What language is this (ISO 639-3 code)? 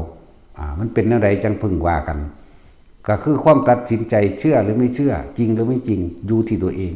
tts